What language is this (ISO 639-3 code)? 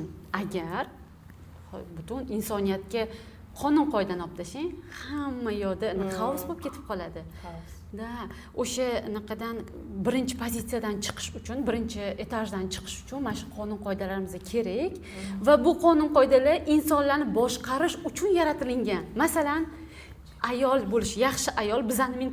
uzb